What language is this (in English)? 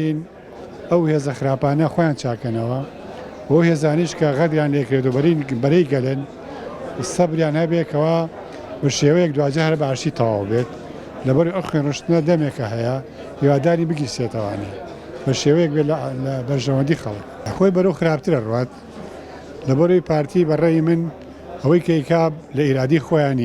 Central Kurdish